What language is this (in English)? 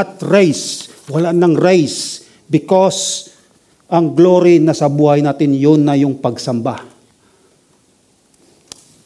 Filipino